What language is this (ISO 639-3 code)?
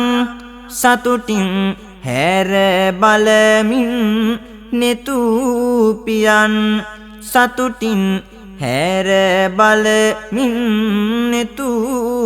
sin